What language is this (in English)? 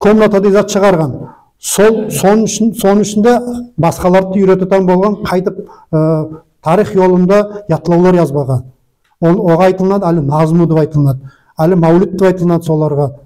Nogai